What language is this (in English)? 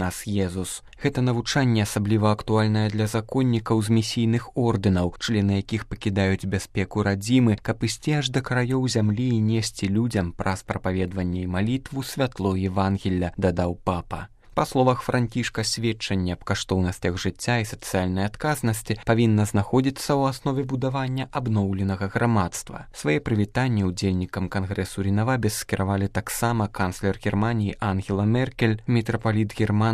Belarusian